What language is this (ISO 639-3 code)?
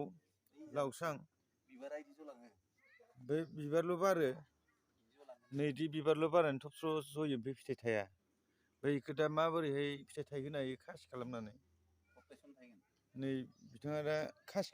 brx